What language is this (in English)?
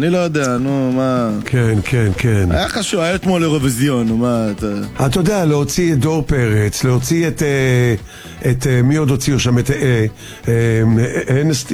Hebrew